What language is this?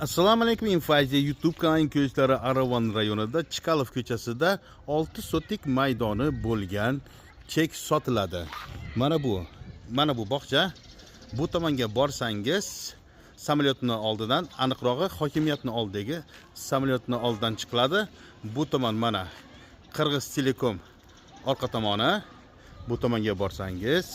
Uzbek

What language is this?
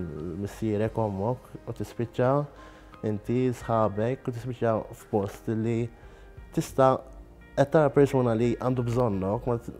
Maltese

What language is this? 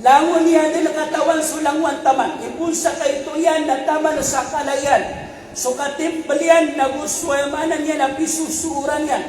Maranao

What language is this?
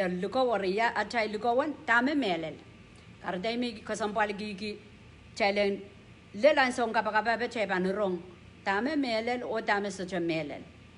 Pohnpeian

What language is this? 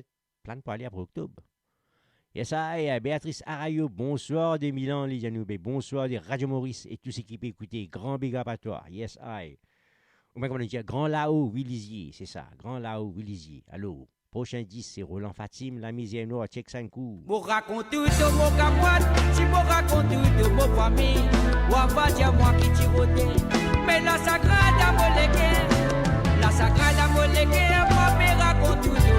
Morisyen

